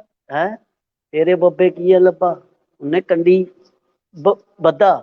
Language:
Dogri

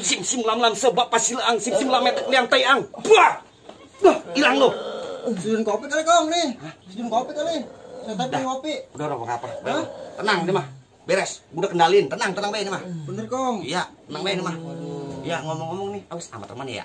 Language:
Betawi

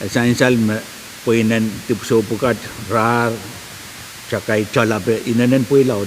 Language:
Pohnpeian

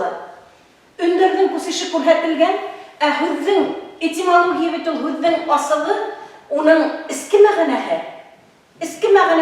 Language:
Bashkir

